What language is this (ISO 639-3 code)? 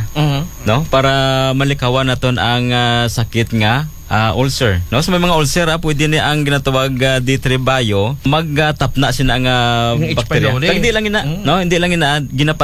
akl